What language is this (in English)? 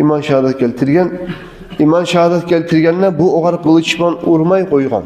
Kumyk